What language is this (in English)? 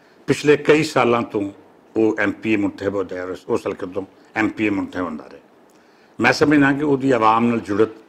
Western Panjabi